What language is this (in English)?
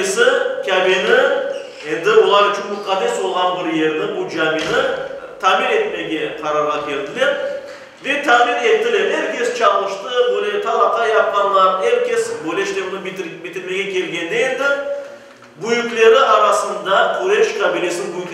Crimean Tatar